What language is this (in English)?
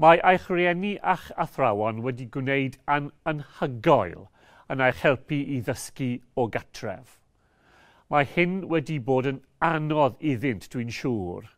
Welsh